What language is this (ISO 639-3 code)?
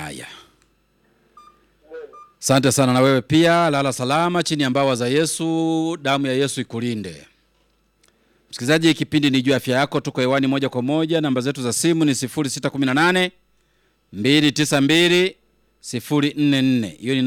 swa